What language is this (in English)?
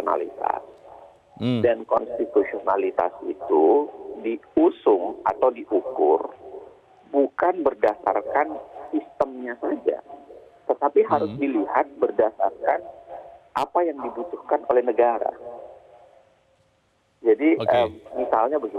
Indonesian